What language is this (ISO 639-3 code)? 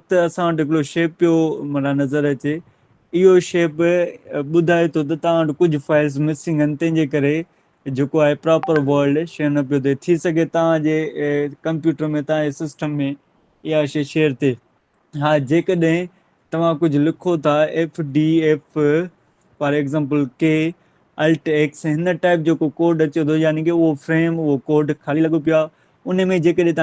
snd